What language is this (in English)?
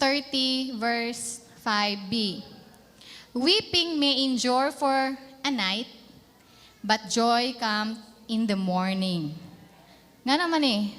Cebuano